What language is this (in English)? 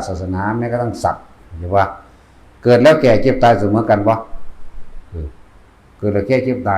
Northeastern Thai